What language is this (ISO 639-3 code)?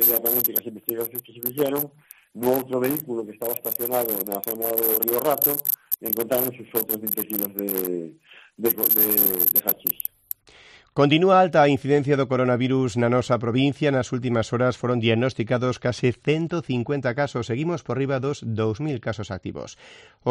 glg